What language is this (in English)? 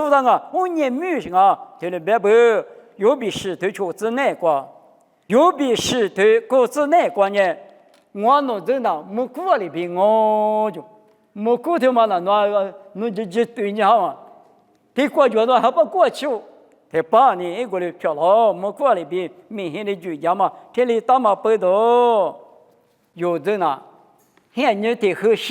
Lisu